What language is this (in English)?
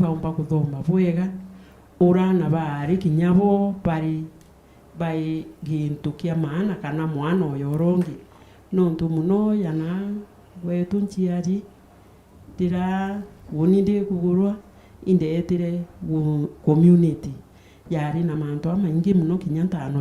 Meru